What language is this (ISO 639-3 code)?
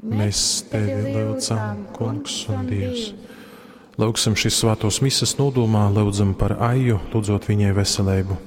ltg